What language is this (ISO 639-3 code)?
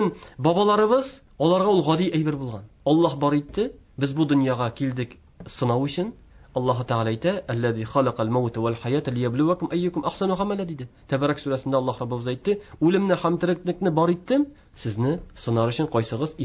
tat